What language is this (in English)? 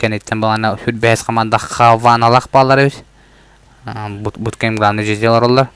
Yakut